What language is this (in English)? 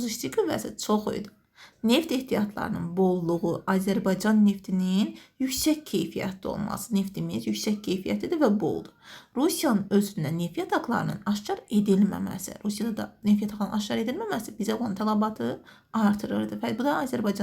Azerbaijani